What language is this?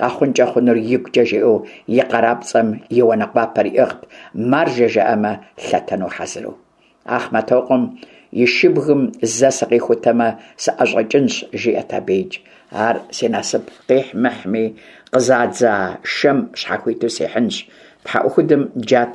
Kabardian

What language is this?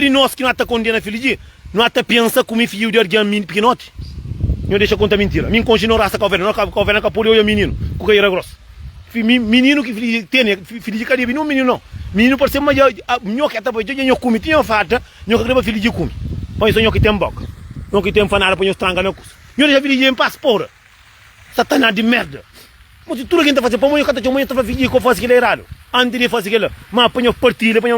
Kabuverdianu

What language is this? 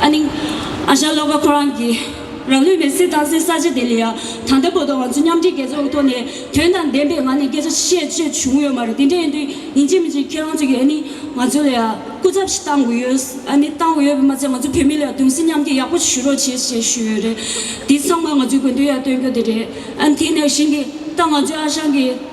Tibetan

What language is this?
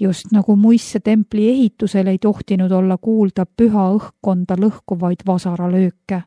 Estonian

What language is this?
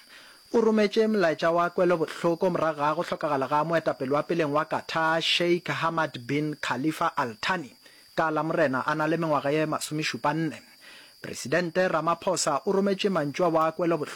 Northern Sotho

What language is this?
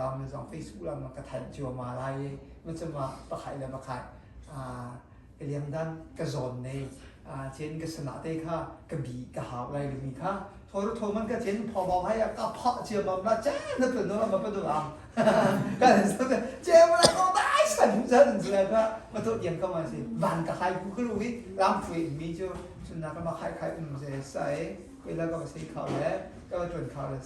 Hakha Chin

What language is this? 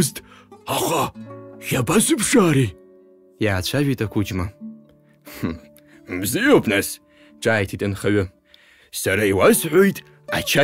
Abkhazian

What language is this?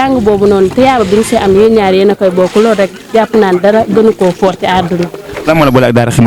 Wolof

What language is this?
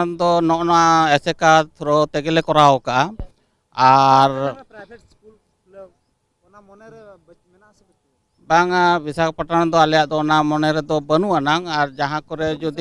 Santali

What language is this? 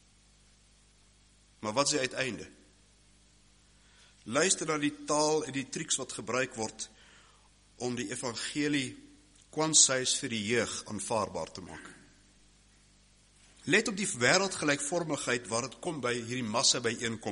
Afrikaans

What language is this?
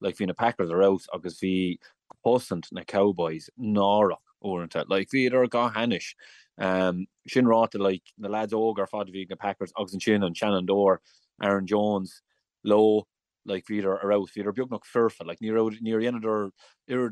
Irish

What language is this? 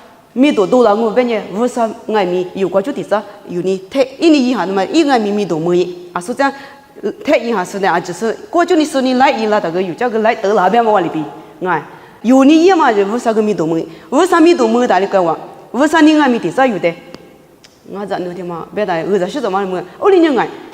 Lisu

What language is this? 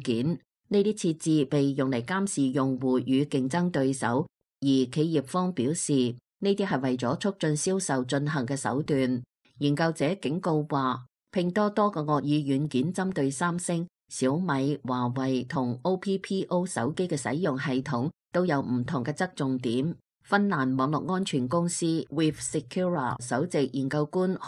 Cantonese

